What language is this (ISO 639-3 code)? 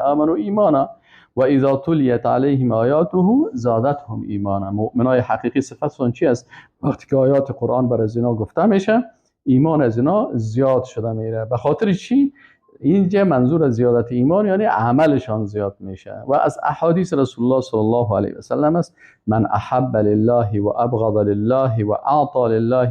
fas